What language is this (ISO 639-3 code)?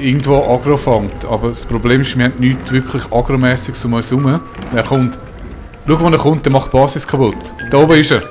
gsw